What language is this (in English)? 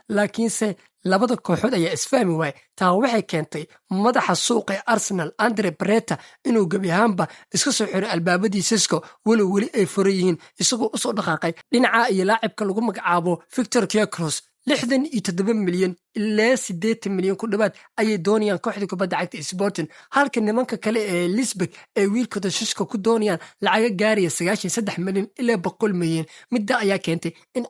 Somali